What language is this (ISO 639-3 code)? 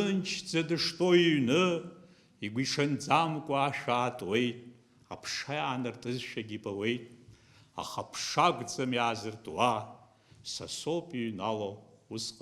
abk